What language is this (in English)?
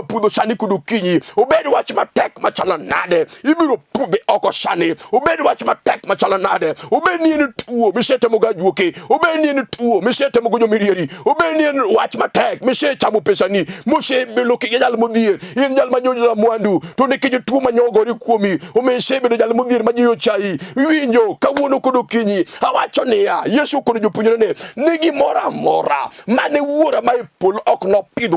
Luo (Kenya and Tanzania)